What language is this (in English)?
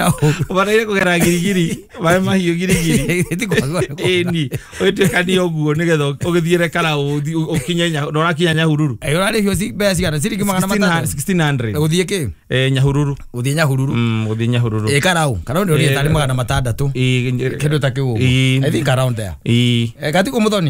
Kikuyu